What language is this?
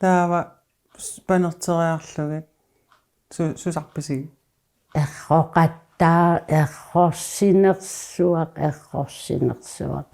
Kalaallisut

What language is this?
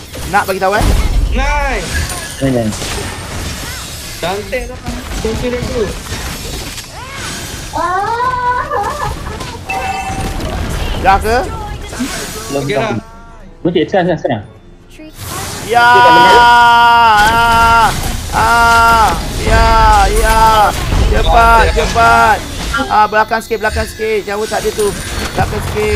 Malay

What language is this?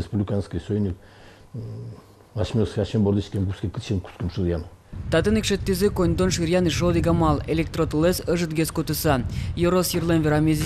Udmurt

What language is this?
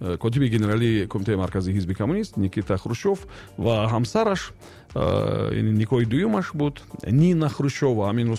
Tajik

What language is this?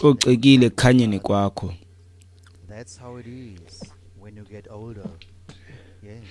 Xhosa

